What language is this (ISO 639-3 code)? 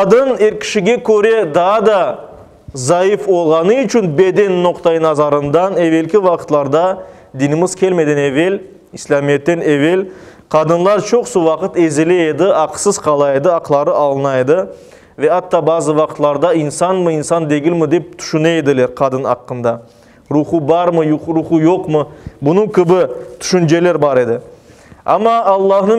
crh